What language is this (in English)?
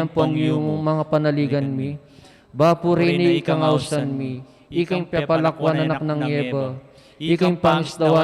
Pampanga